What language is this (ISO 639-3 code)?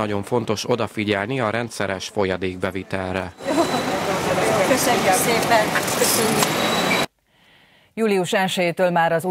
hun